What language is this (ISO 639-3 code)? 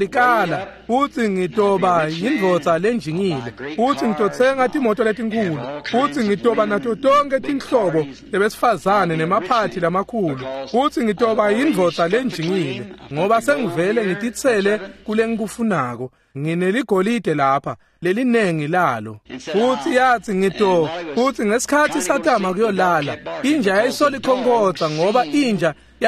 ssw